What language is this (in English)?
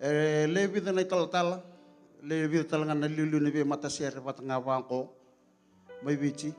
Fijian